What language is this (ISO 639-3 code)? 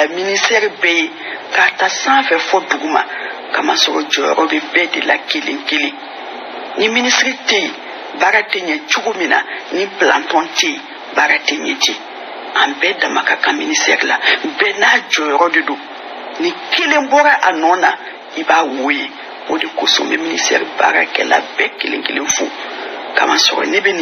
bam